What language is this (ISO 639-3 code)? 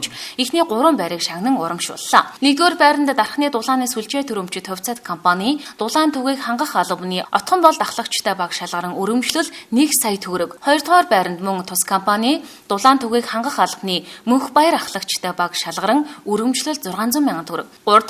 mon